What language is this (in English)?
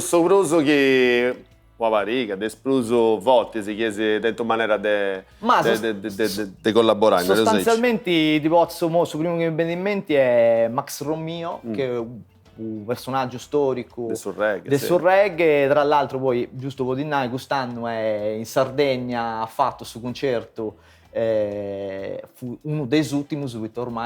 Sardinian